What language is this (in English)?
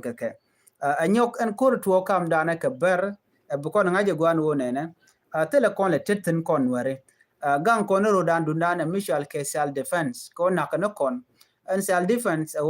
Nuer